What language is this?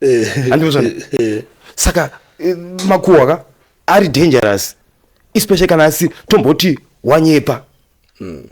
Shona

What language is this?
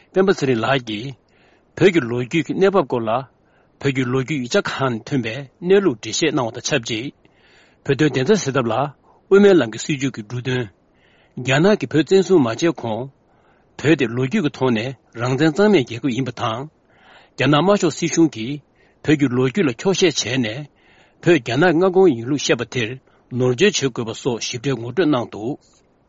Tibetan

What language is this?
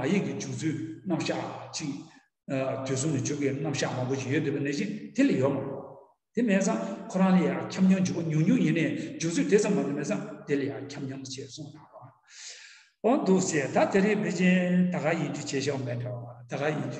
Tibetan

